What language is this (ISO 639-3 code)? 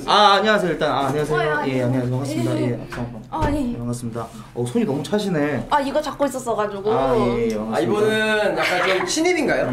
kor